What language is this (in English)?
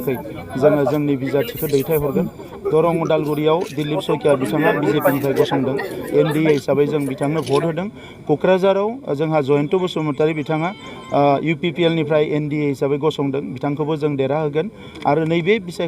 Bodo